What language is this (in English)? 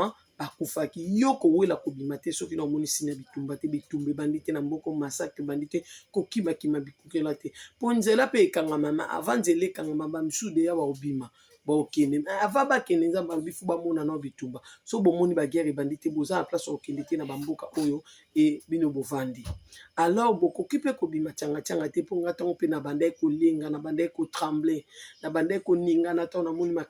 Lingala